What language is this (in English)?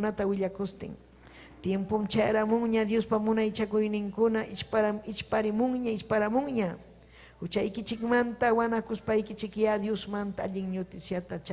Ayacucho Quechua